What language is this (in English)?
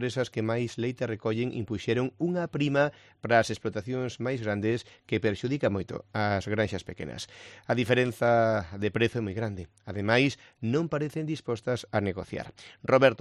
Galician